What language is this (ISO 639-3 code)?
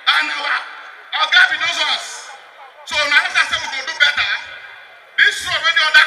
pcm